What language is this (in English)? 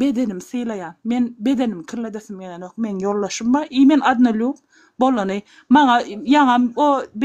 Turkmen